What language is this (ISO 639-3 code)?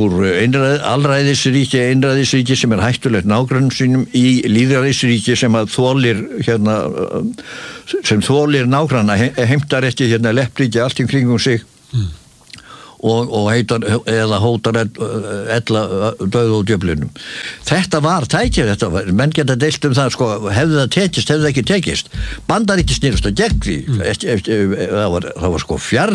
isl